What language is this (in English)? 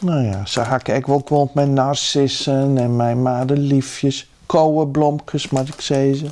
Western Frisian